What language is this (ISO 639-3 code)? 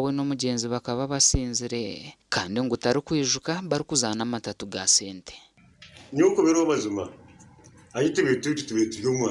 nyn